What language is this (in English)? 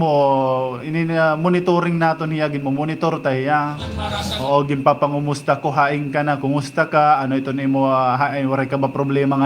Waray